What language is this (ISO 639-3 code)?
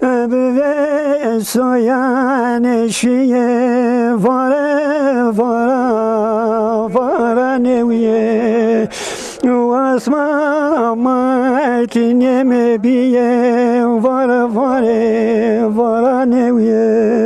zza